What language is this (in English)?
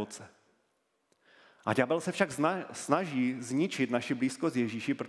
Czech